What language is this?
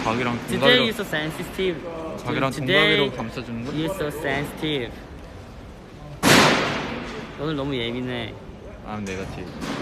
Korean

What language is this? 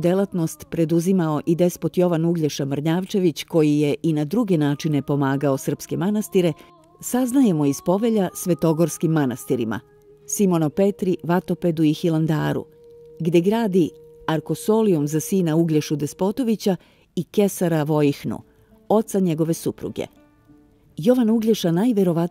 Serbian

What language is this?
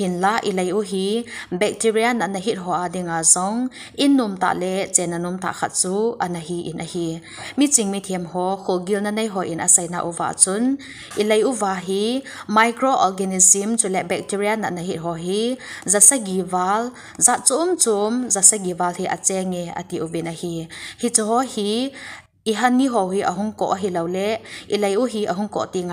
Thado Chin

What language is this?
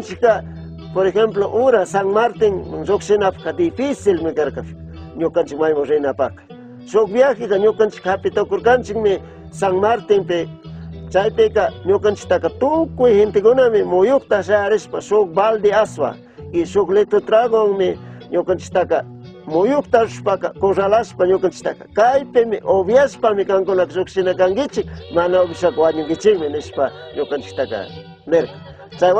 Chimborazo Highland Quichua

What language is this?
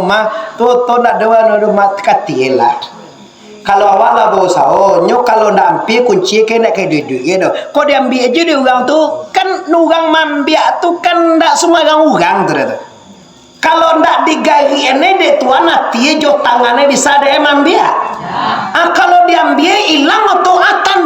Minangkabau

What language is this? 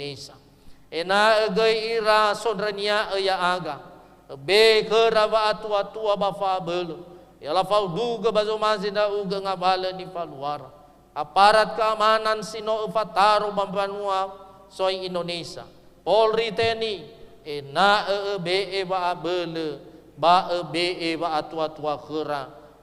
Nias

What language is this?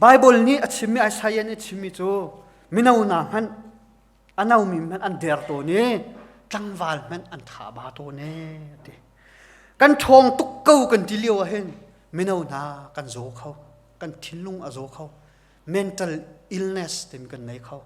Hakha Chin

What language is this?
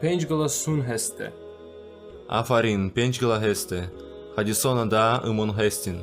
Talysh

